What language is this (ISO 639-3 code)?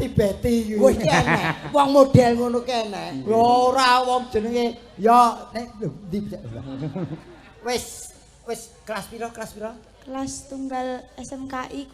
jav